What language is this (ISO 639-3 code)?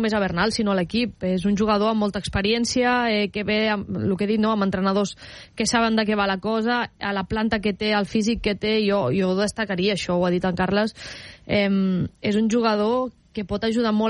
cat